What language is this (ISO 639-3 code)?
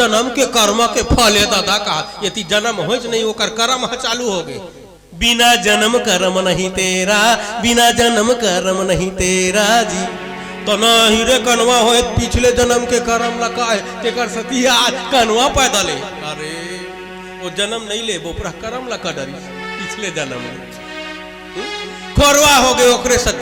hne